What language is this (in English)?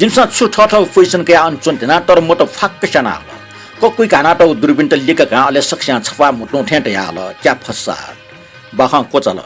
Newari